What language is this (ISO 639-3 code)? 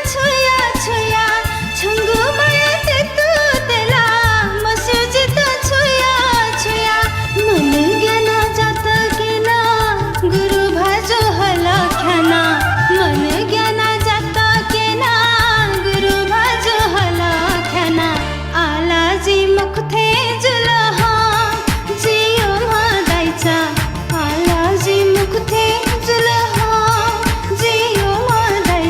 new